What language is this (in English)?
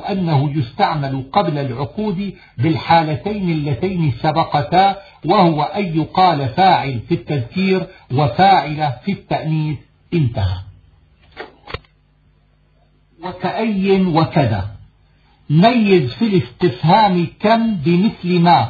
Arabic